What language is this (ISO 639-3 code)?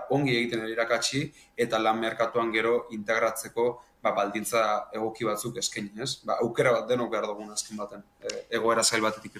eus